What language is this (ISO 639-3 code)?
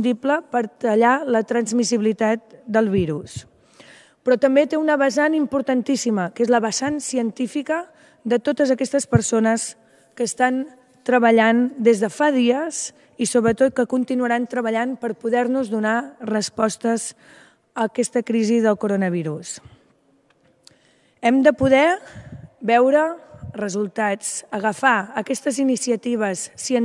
cat